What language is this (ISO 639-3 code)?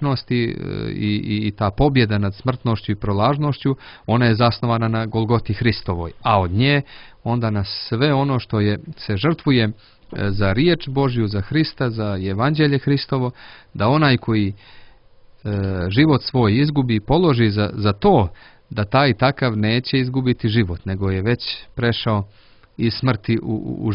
srp